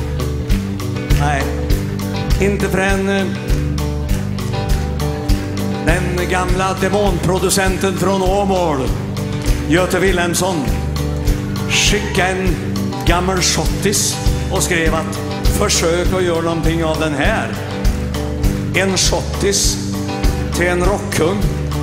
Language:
Swedish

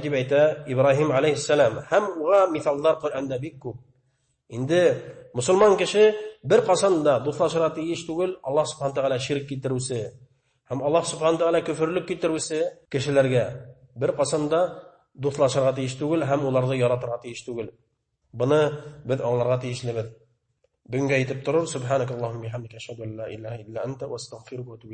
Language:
Bashkir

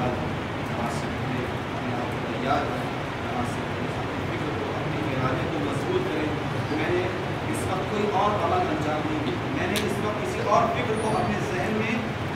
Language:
Urdu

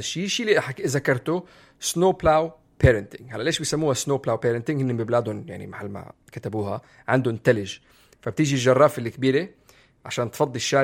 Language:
North Levantine Arabic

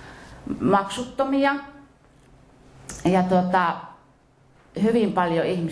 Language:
Finnish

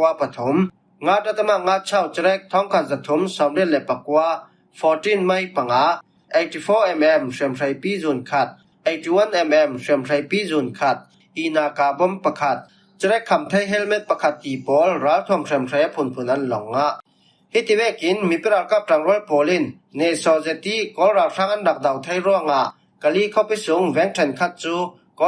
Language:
Falam Chin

